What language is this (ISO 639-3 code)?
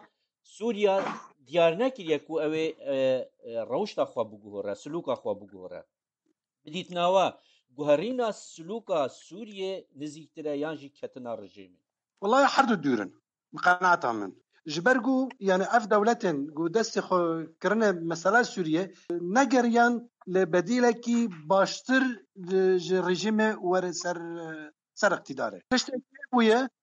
kur